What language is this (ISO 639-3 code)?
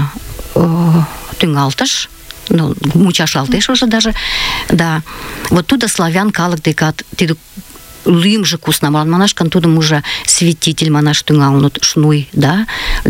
chm